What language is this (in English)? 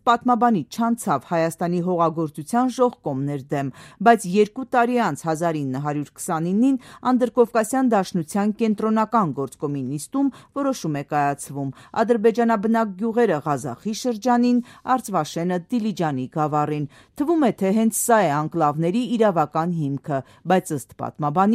Armenian